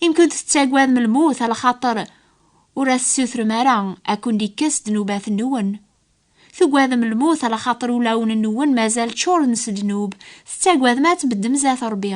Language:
Kabyle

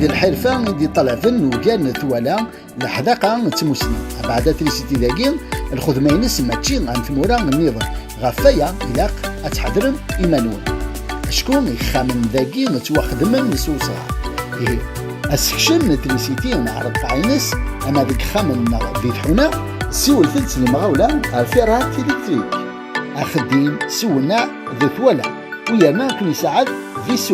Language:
Kabyle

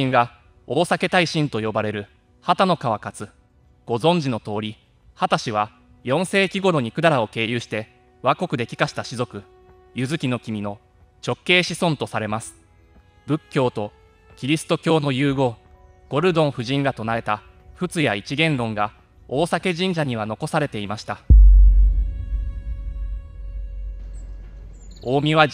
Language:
Japanese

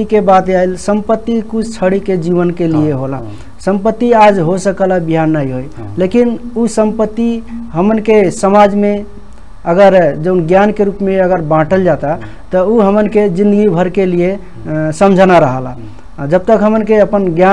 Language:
Bhojpuri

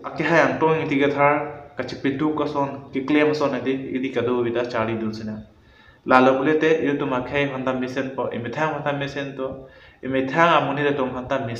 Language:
Karbi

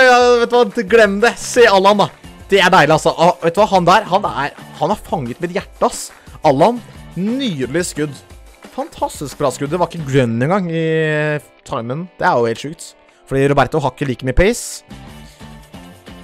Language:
Norwegian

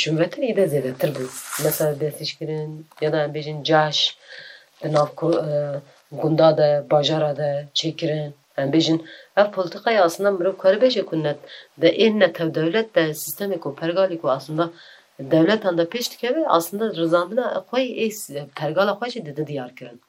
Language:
Kurdish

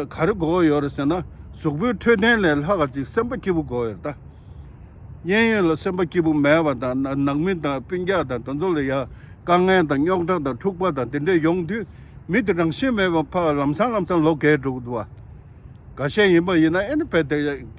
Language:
Tibetan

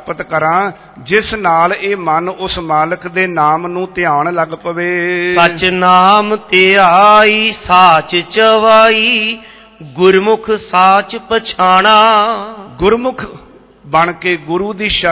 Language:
Punjabi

